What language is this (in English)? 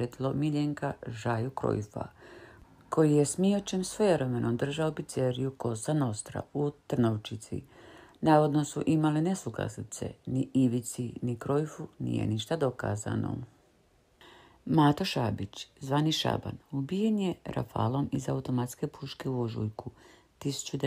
Croatian